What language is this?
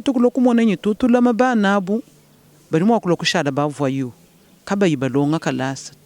Luba-Lulua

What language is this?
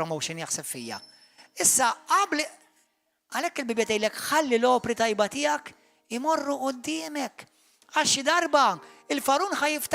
Maltese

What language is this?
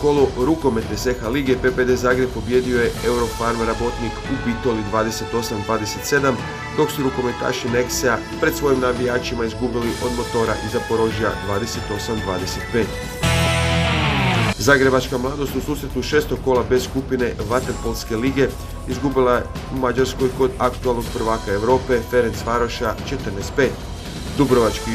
Croatian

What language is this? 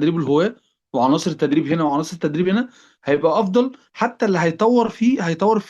Egyptian Arabic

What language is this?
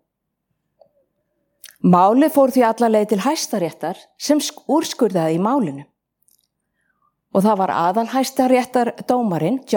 Icelandic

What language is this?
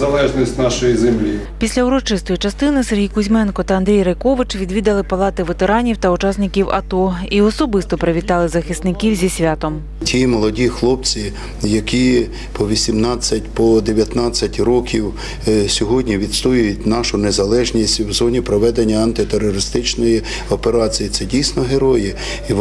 Ukrainian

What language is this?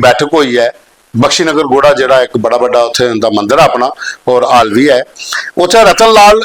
Dogri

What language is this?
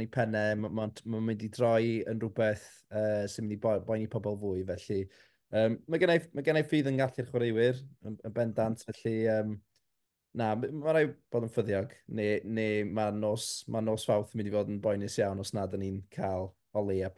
Welsh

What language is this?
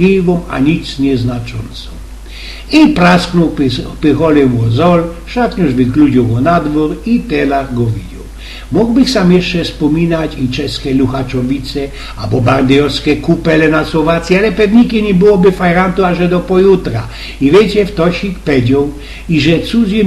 Silesian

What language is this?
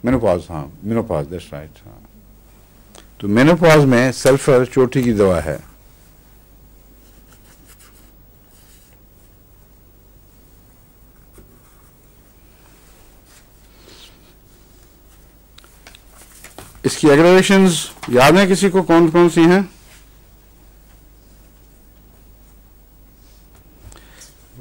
Urdu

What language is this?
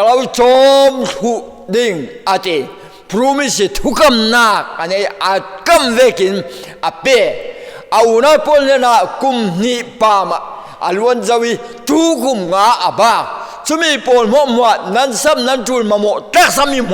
Falam Chin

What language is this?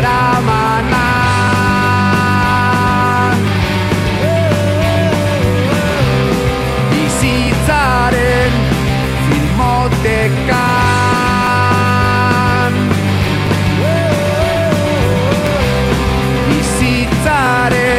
Basque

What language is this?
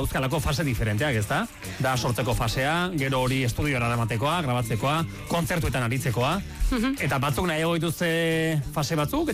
Basque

